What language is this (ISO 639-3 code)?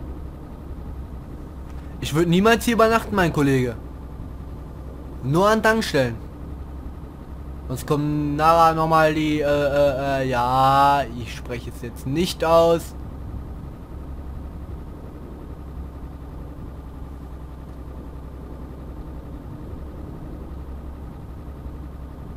deu